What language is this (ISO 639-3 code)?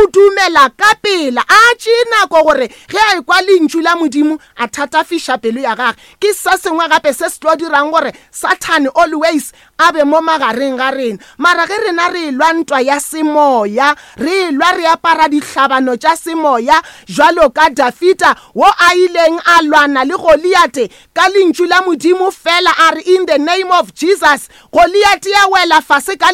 nso